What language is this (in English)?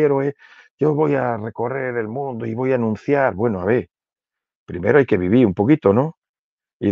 Spanish